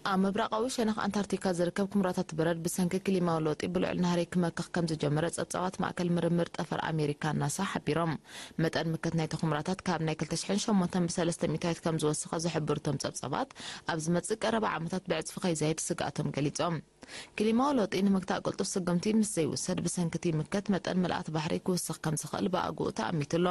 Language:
Tigrinya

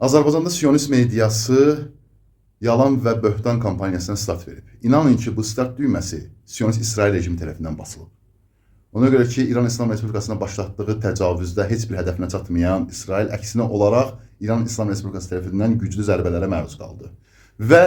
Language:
Azerbaijani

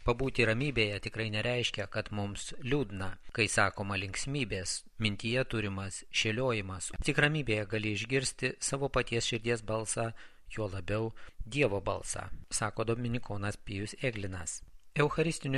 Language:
Lithuanian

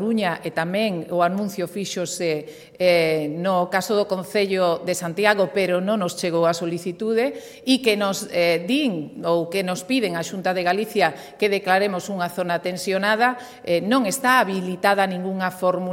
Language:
Galician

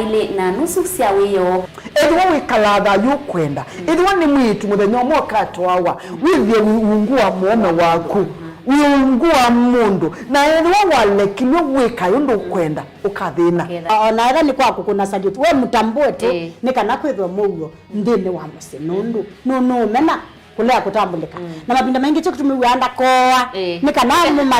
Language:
Kamba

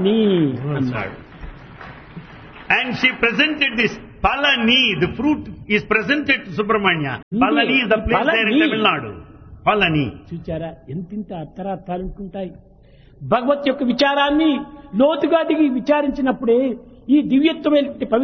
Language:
Telugu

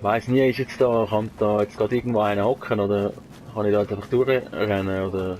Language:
Swiss German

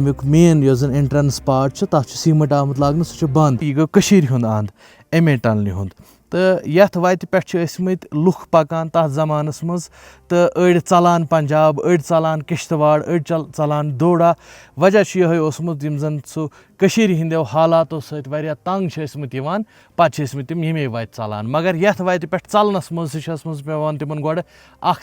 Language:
Kashmiri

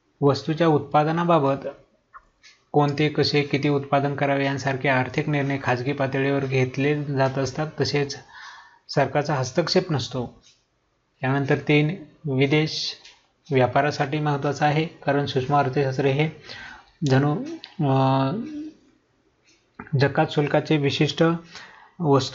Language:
Marathi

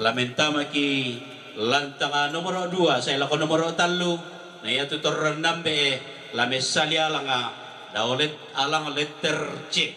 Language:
Toraja-Sa'dan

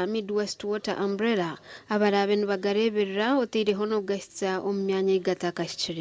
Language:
Nyankole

